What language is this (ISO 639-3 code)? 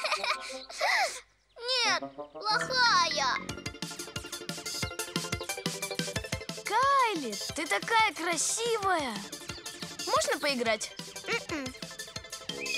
rus